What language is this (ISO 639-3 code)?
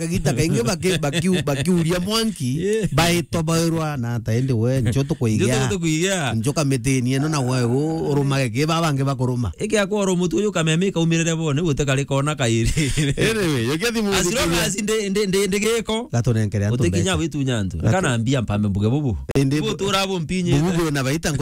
mer